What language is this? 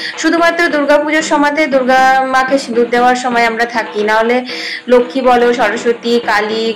Bangla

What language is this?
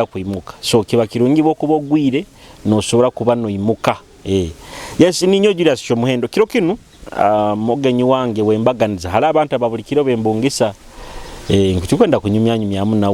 Nyoro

